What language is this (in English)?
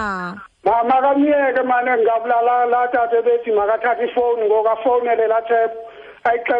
Xhosa